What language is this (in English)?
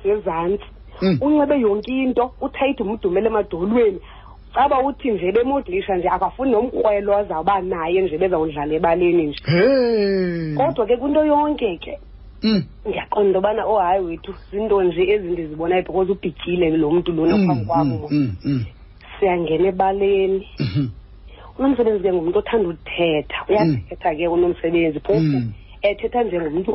Xhosa